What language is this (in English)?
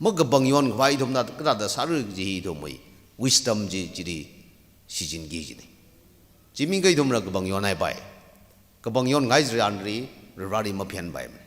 Tangkhul Naga (India)